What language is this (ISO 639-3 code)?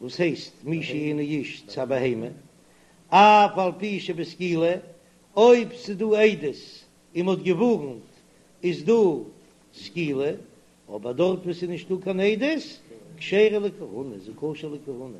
yid